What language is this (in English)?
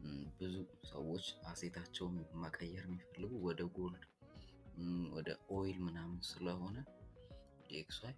Amharic